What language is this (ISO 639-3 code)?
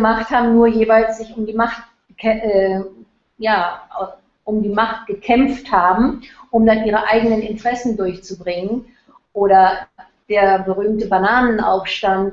deu